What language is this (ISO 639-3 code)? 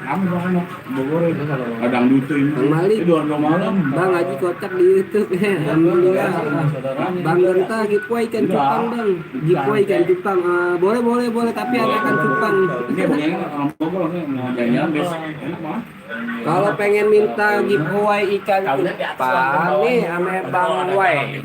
bew